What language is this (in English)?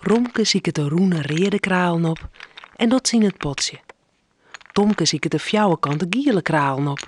Western Frisian